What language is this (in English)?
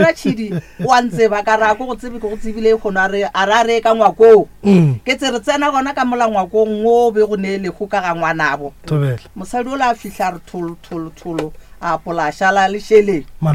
Northern Sotho